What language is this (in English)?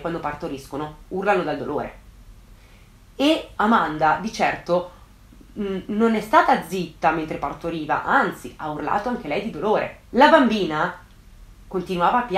Italian